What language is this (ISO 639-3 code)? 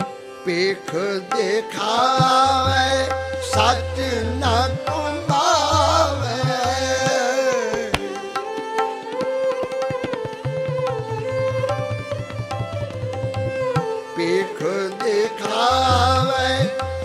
pan